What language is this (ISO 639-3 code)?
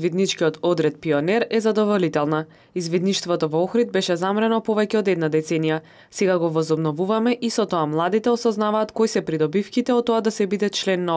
mkd